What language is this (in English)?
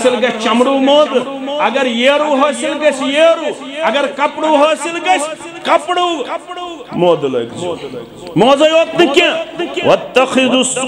Kashmiri